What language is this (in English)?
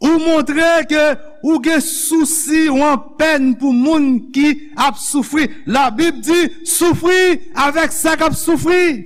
Haitian Creole